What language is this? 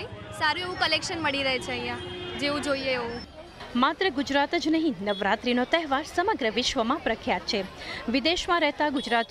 Gujarati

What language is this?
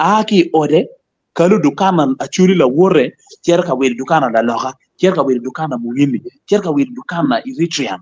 Acoli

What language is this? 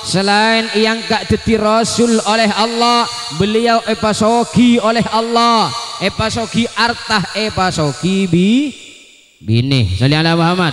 Madurese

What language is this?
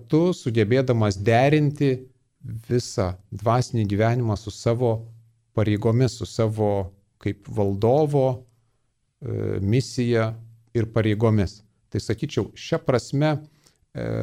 Lithuanian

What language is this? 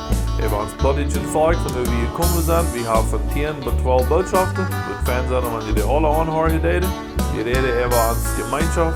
Plautdietsch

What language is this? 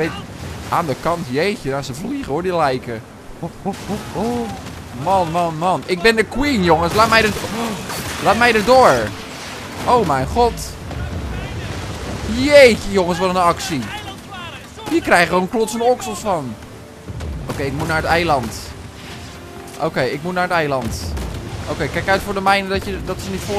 Dutch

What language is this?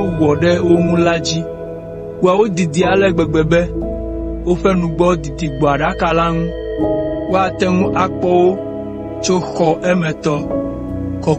Ewe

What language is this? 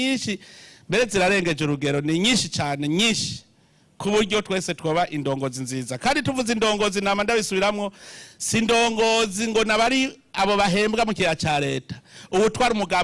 Rundi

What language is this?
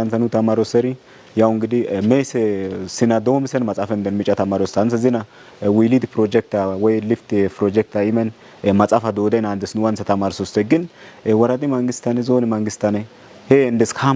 Kafa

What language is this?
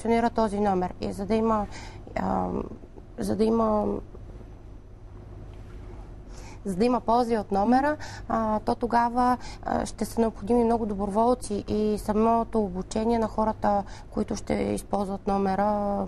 Bulgarian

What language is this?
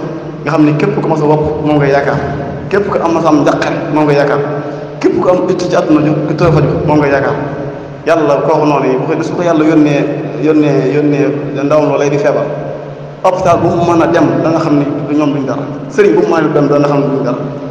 Wolof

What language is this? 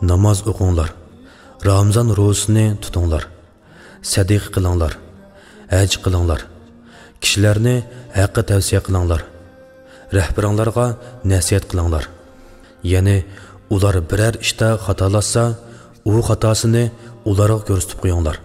Uyghur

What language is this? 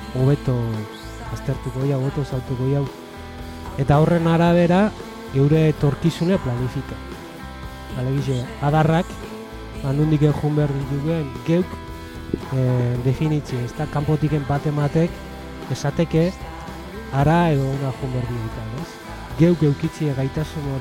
Basque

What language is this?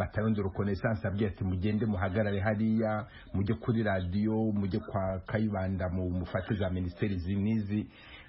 Kinyarwanda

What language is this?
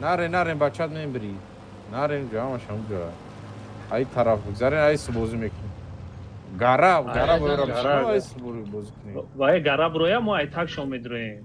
Tajik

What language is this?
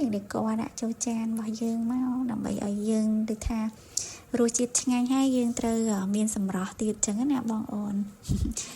Khmer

